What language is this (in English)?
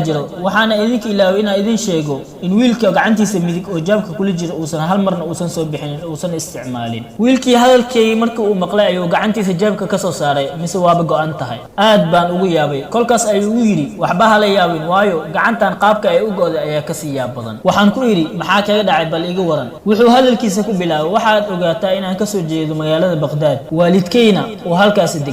Somali